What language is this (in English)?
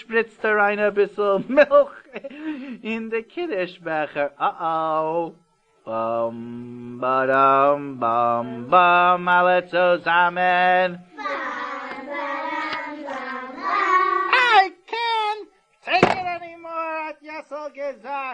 Yiddish